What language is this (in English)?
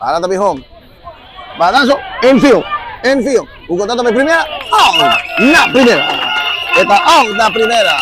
Papiamento